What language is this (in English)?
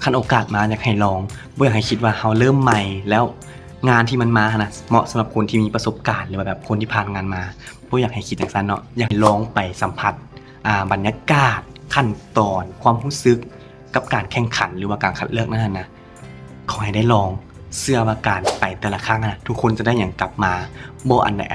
Lao